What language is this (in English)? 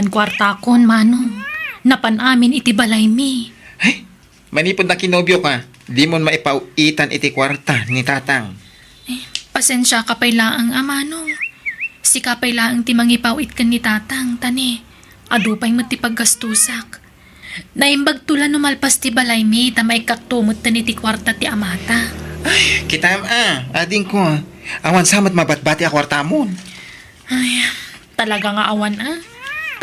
Iloko